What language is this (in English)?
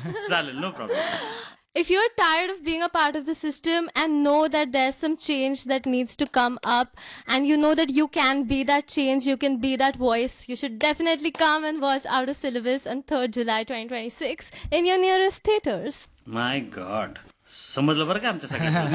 Marathi